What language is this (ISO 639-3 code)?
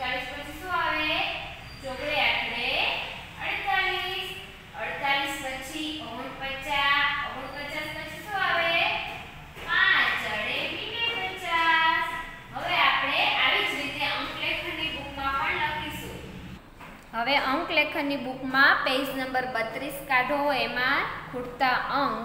guj